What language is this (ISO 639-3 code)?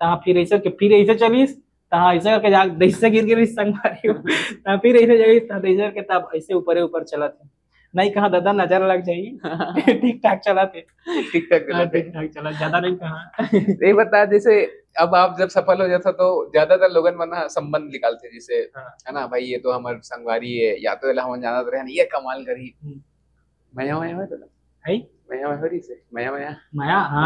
hne